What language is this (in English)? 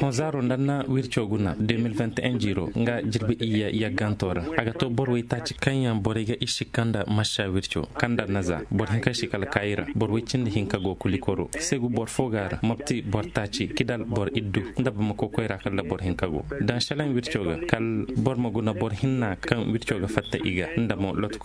Koyraboro Senni